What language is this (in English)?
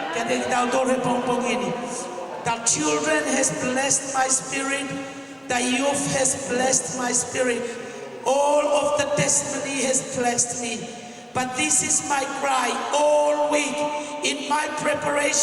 Tongan